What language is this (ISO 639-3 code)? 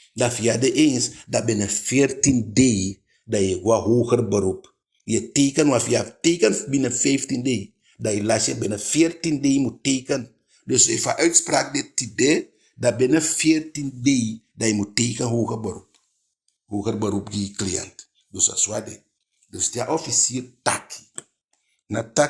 djk